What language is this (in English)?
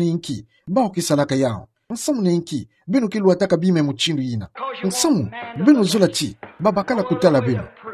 Kituba (Democratic Republic of Congo)